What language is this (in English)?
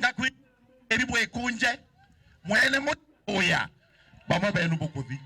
Meru